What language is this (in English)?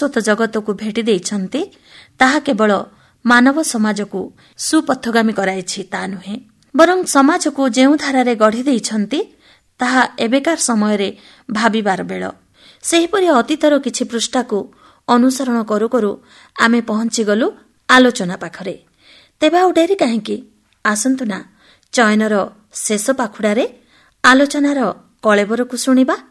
Odia